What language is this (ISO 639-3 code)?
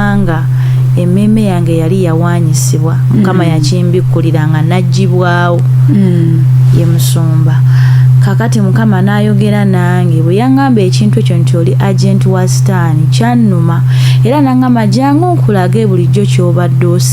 lug